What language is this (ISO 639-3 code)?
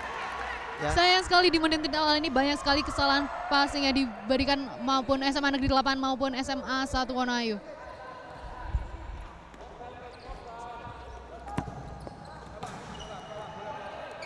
ind